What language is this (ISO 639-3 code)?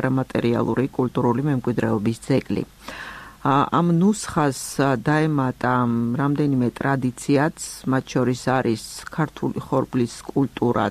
kat